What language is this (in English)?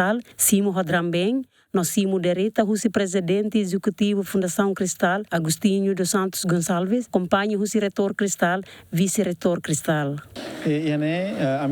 Tetum